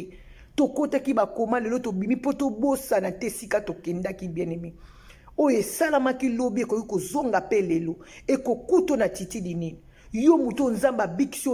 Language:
Lingala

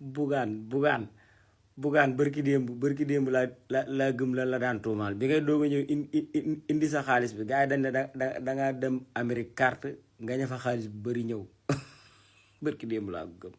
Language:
Wolof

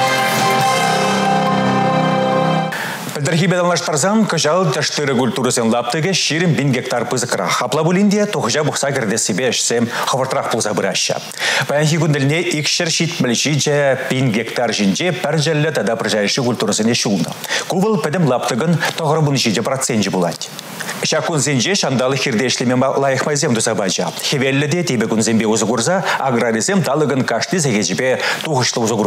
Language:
Chuvash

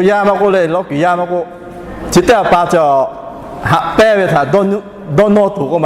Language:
Lahu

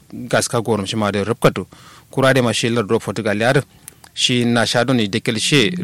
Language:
Kanuri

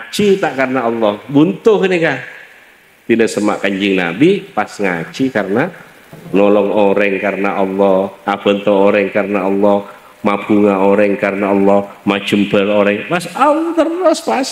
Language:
Madurese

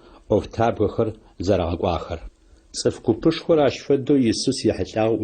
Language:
Adyghe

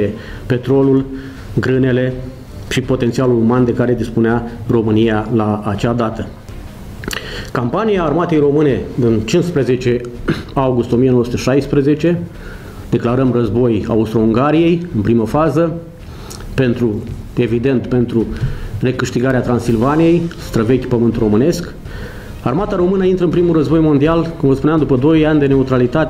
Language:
Romanian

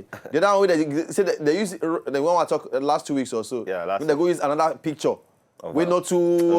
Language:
Nigerian Pidgin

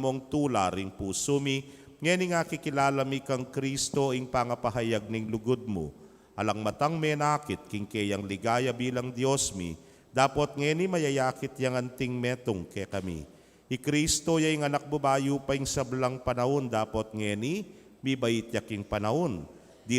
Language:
Pampanga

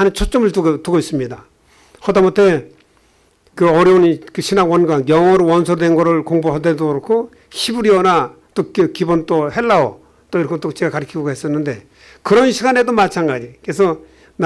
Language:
Korean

